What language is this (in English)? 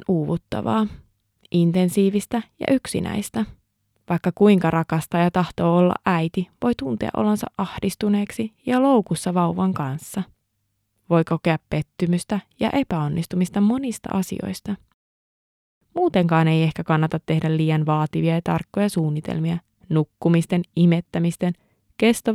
Finnish